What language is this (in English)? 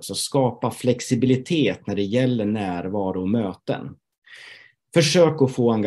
Swedish